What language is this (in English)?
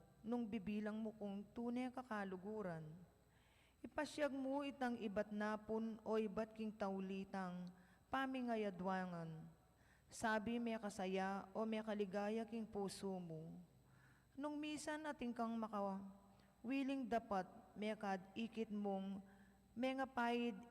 Pampanga